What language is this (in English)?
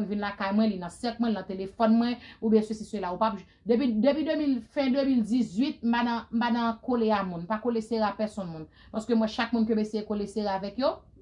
Haitian Creole